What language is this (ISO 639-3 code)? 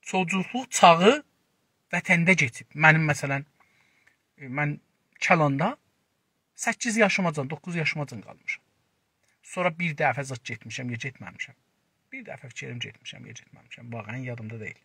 azb